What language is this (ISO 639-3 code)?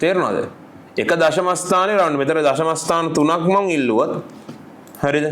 sin